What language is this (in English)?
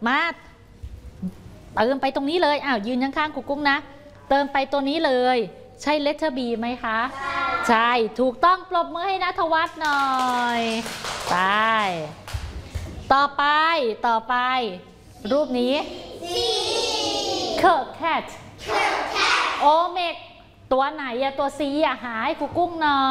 Thai